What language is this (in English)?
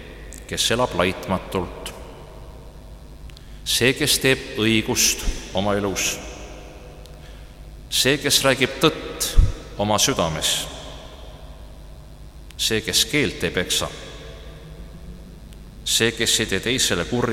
Estonian